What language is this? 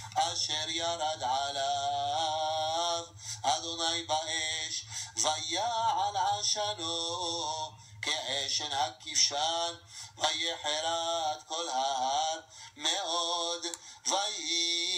Hebrew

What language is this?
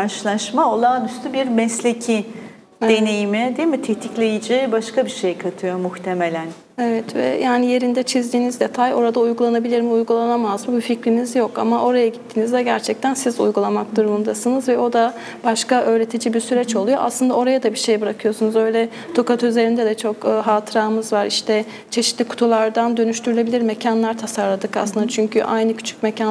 Turkish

